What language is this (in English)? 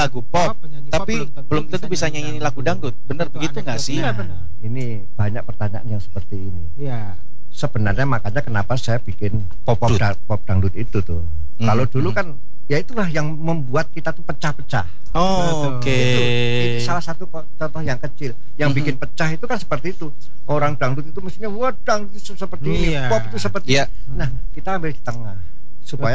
Indonesian